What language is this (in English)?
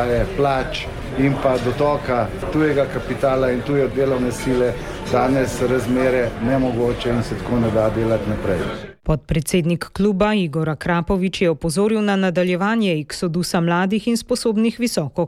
Slovenian